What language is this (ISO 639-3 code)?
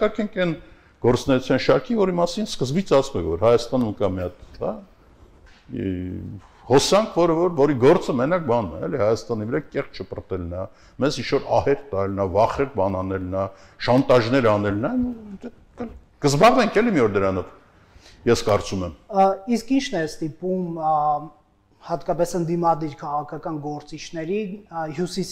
hye